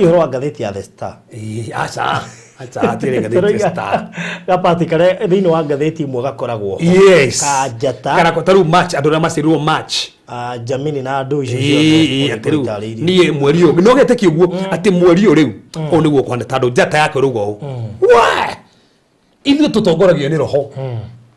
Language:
Kikuyu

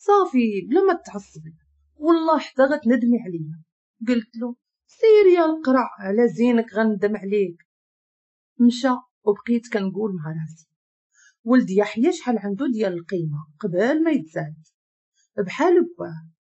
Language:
Moroccan Arabic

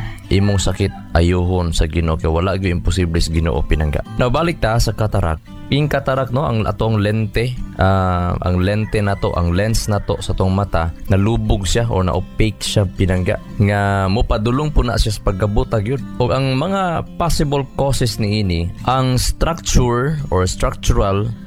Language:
Cebuano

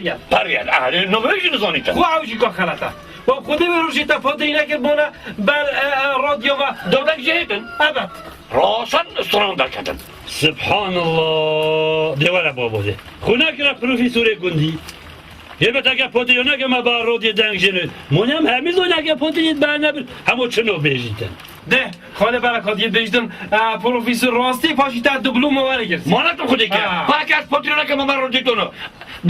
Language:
Kurdish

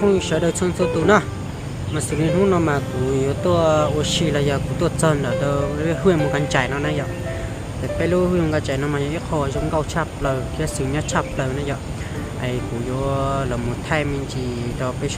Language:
Hmong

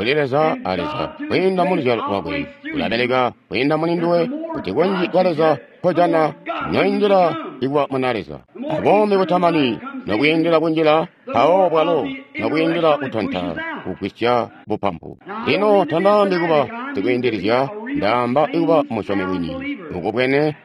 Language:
Tonga (Zambia)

